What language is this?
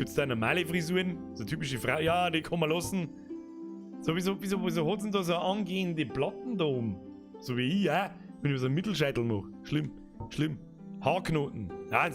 Bavarian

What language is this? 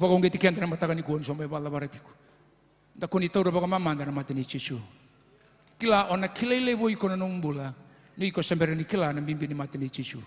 Fijian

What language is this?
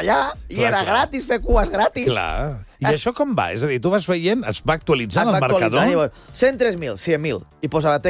Catalan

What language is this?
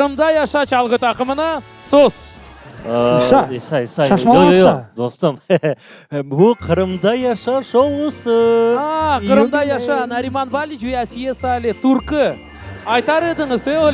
Crimean Tatar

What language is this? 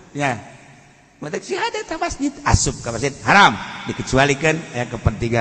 Sundanese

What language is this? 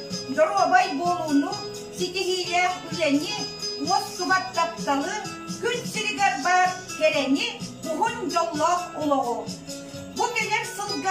Yakut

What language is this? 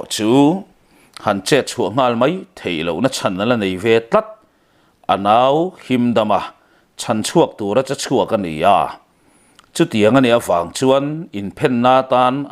Mizo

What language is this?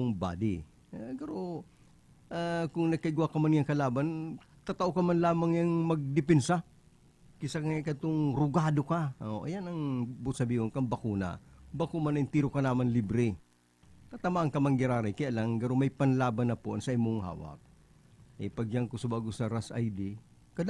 Bikol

